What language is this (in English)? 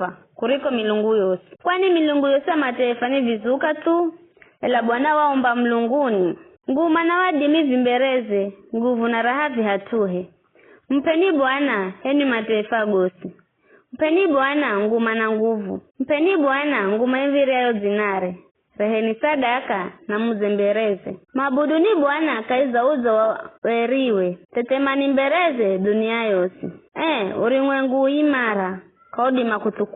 Giryama